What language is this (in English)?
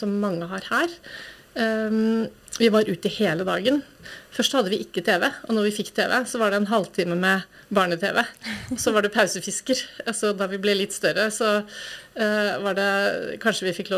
Norwegian